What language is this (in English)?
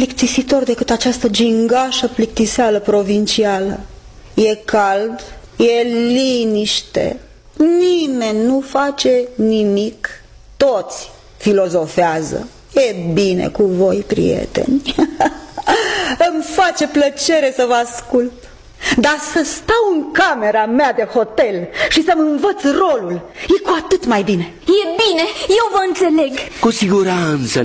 Romanian